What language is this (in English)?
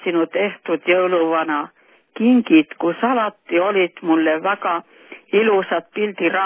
Estonian